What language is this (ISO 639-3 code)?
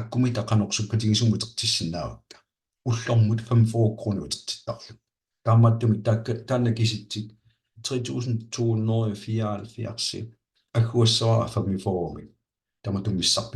kal